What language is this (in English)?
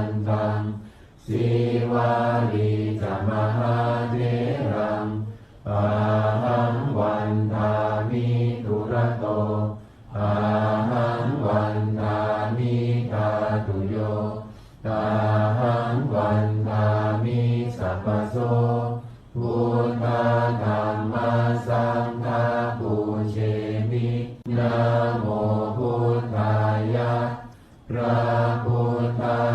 Pali